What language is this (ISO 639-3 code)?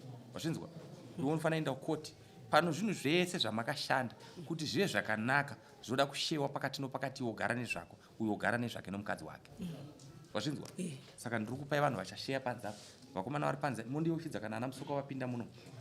sna